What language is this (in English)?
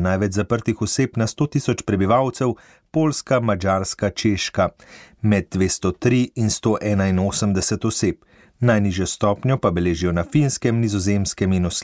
Slovenian